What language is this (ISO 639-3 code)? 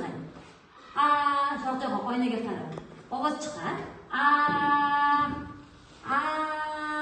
uzb